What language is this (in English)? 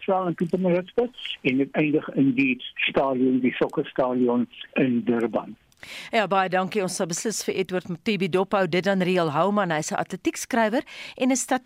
Afrikaans